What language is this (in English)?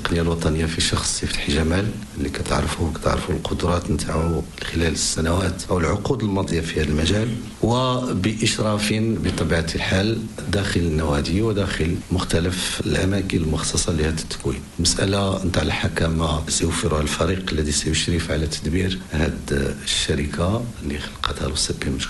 Moroccan Arabic